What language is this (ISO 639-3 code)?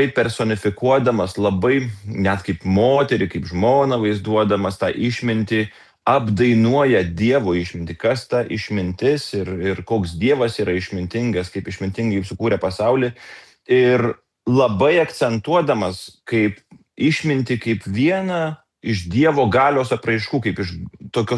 lit